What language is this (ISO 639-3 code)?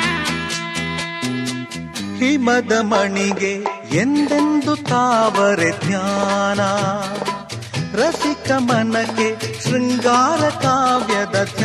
kan